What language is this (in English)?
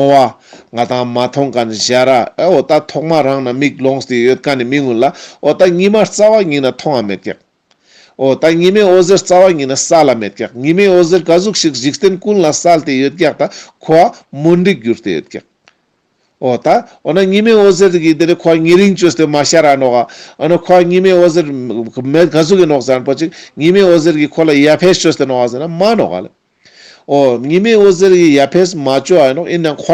Ladakhi